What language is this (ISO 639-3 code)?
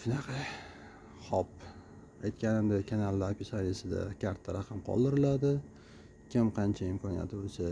uzb